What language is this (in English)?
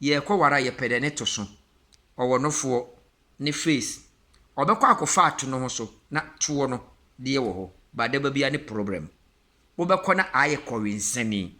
Akan